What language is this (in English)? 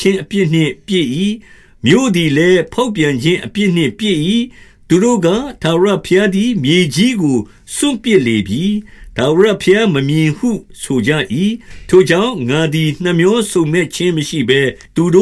Burmese